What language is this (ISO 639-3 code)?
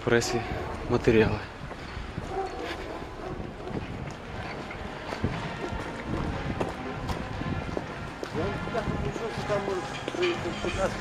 ukr